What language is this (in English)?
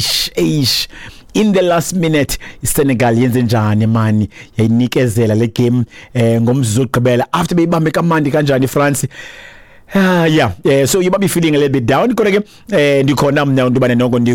Xhosa